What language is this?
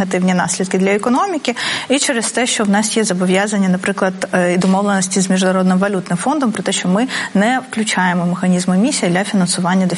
Ukrainian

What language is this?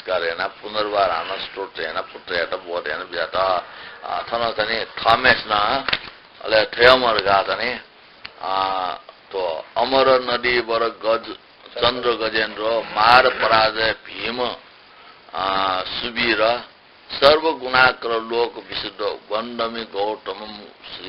Newari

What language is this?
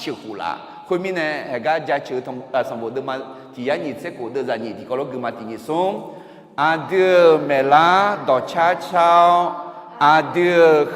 Akha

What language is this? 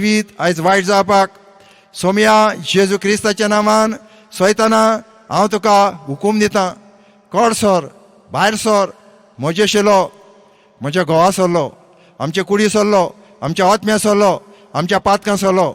Konkani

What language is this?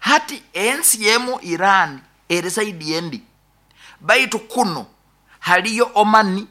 Nyoro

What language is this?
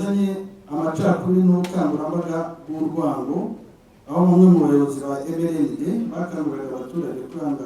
Kinyarwanda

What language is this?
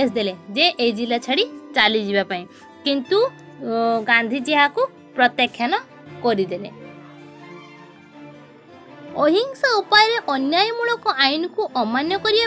Odia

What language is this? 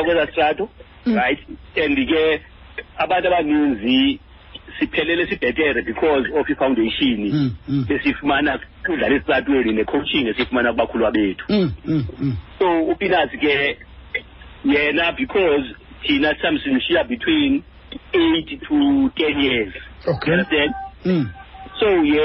Xhosa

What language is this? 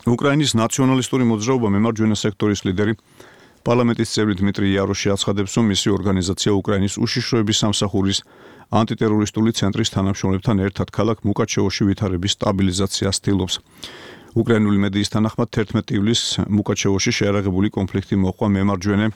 Georgian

